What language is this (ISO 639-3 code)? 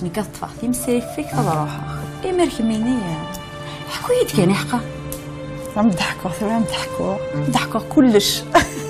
kab